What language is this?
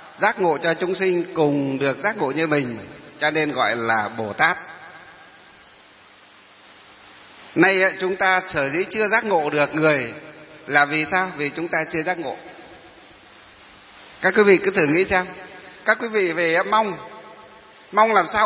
Vietnamese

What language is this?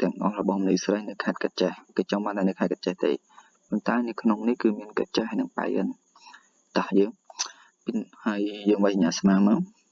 Khmer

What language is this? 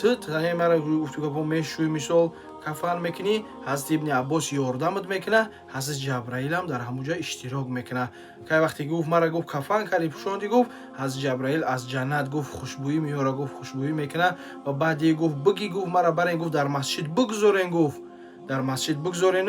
Tajik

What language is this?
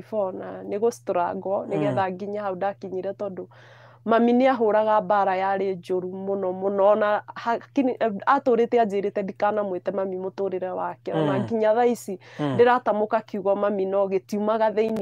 Kikuyu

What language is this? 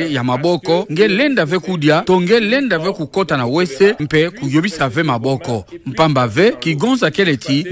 Kituba (Democratic Republic of Congo)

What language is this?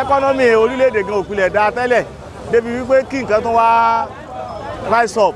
Yoruba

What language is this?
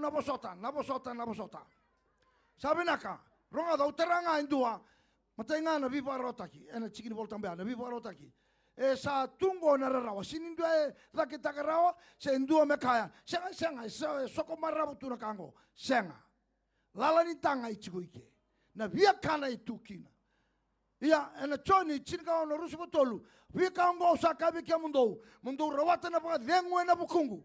Fijian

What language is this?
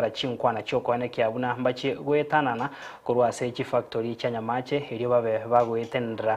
Gusii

